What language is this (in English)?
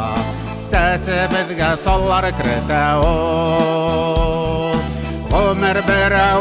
Bashkir